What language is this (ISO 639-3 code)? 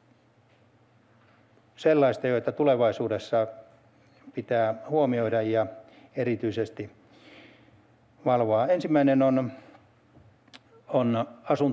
fin